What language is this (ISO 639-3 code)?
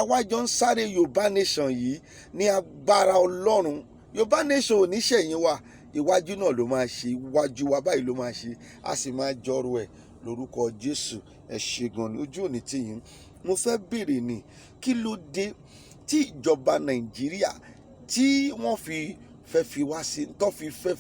yor